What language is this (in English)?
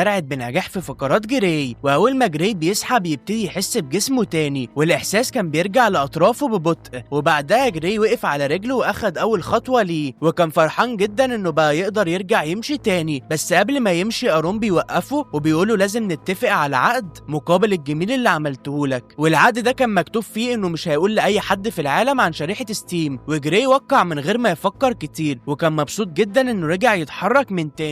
Egyptian Arabic